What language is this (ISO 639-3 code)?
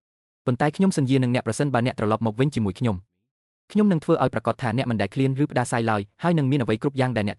khm